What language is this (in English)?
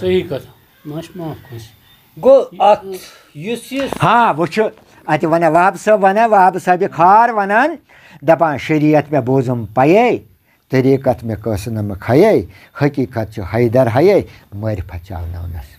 Kashmiri